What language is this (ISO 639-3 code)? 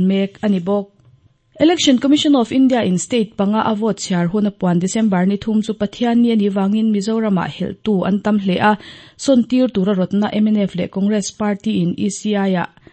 lus